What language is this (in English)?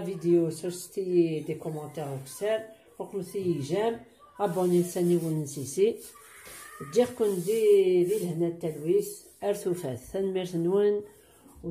Kabyle